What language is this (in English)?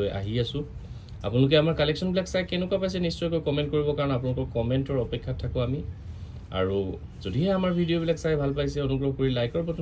Assamese